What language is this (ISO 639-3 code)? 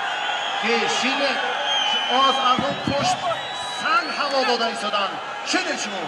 tgk